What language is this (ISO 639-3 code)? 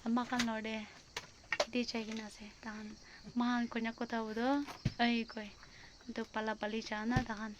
nag